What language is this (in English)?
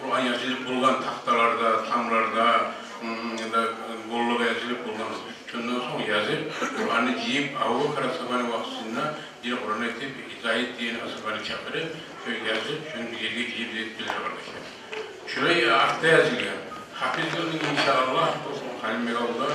Kumyk